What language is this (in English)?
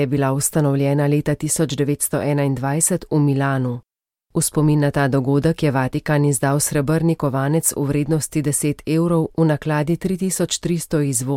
Slovenian